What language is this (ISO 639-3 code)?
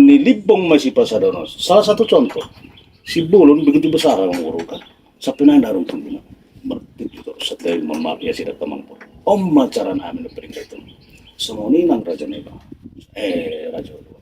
bbc